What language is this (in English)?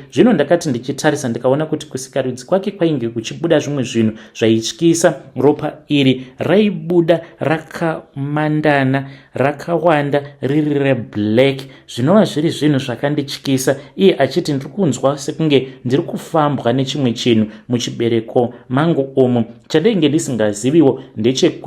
Shona